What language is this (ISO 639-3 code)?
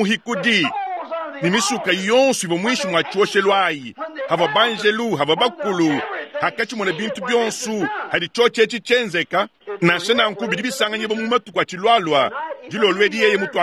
lua